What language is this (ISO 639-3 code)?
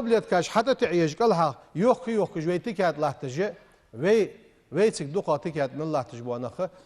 inh